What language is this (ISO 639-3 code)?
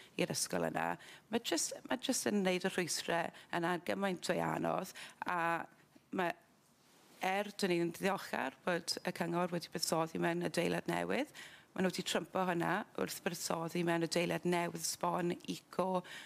cym